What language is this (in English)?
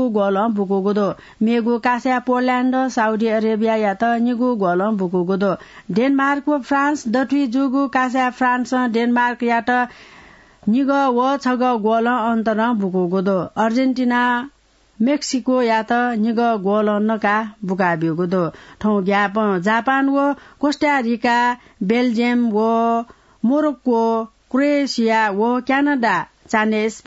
Newari